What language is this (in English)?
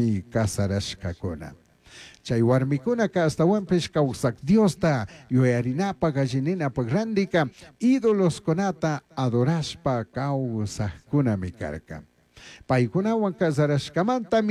Chimborazo Highland Quichua